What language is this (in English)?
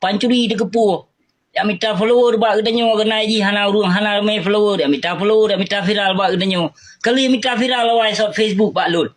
Achinese